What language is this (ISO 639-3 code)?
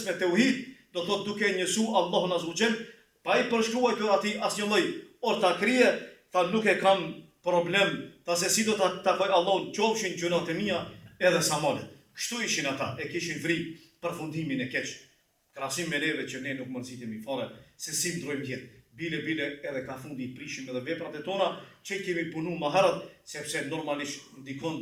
sqi